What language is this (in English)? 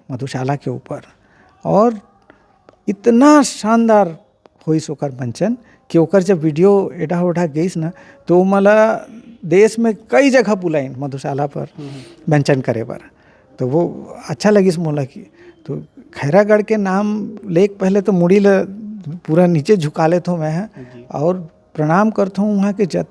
Chhattisgarhi